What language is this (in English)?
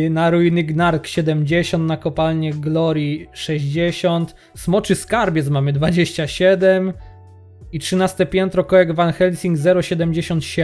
Polish